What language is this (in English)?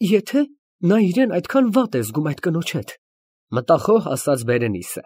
Armenian